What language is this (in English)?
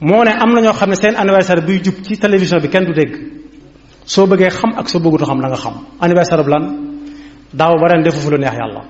Wolof